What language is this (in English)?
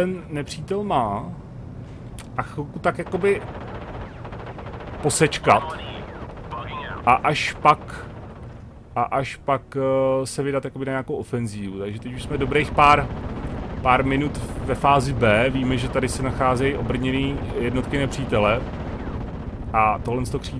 Czech